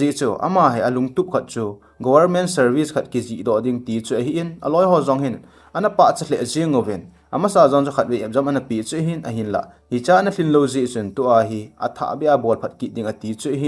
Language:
Thado Chin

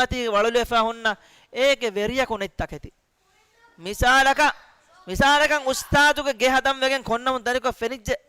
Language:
Divehi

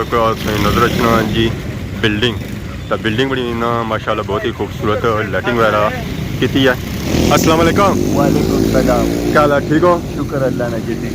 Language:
Pahari-Potwari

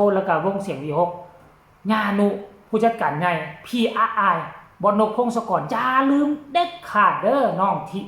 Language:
Northeastern Thai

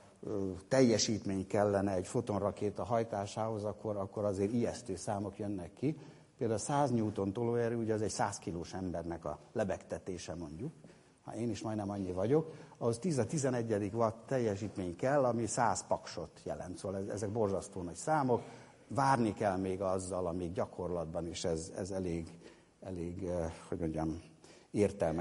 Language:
Hungarian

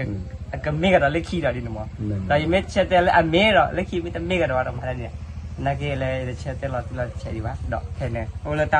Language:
S'gaw Karen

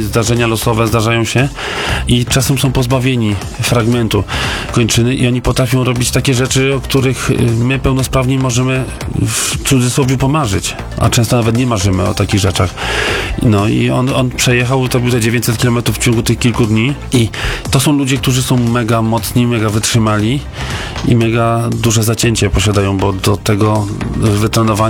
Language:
Polish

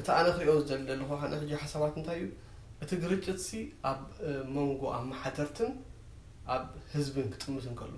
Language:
Tigrinya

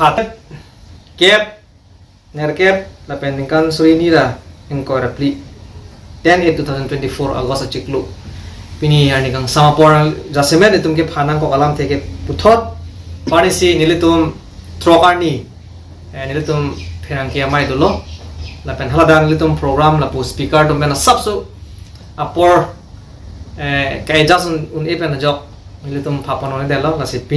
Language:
Karbi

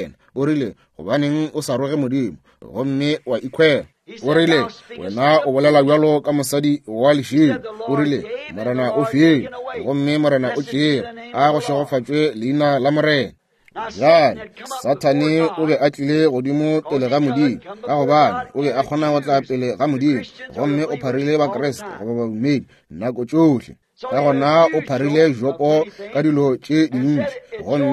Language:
Northern Sotho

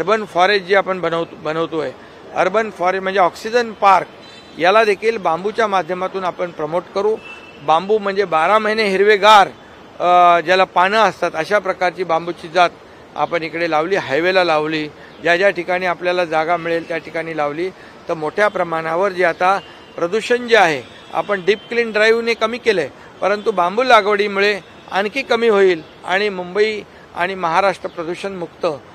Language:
Marathi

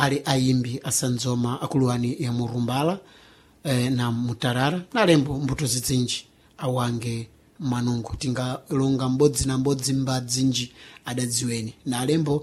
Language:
Sena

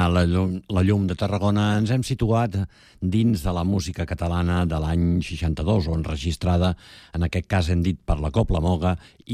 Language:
Catalan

